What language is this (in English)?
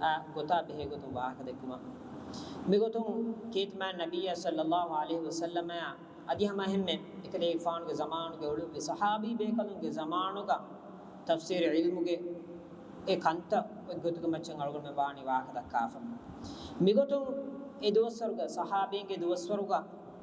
Divehi